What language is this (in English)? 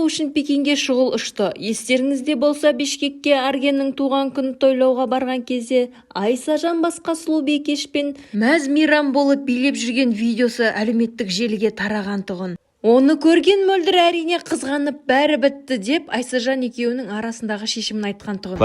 Kazakh